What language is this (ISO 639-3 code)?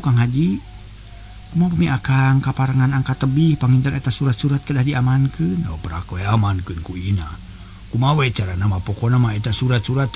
sun